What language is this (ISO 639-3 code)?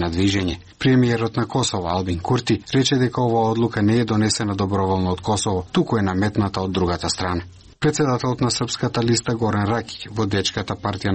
mkd